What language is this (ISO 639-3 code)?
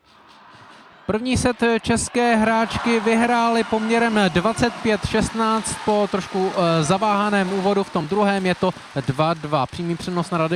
ces